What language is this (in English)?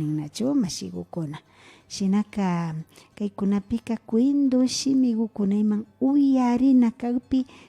Imbabura Highland Quichua